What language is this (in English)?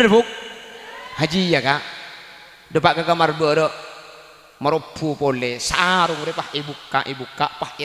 Madurese